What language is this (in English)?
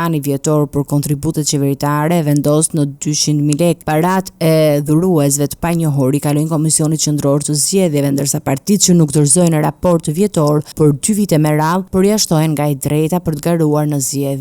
Albanian